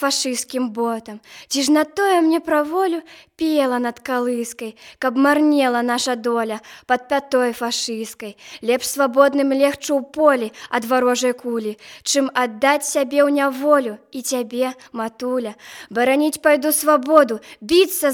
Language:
Belarusian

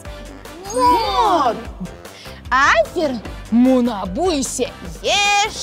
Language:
Crimean Tatar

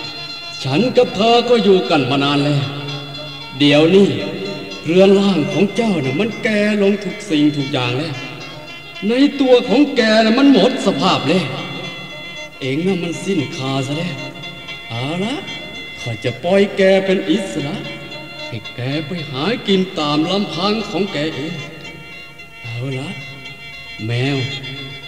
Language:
Northeastern Thai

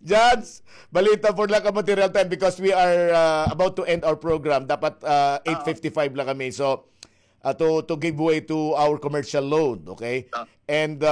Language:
Waray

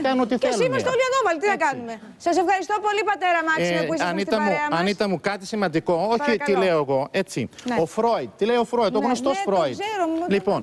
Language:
Greek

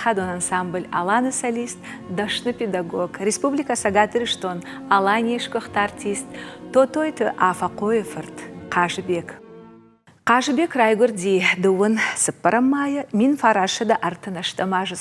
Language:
Ossetic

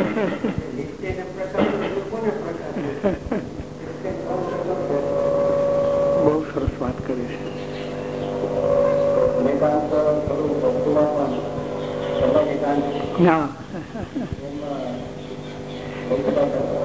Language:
Gujarati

